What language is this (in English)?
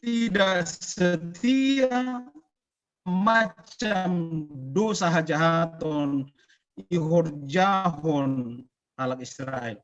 Batak Simalungun